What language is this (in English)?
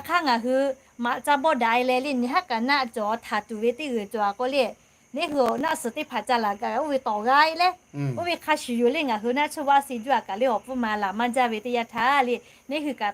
Lahu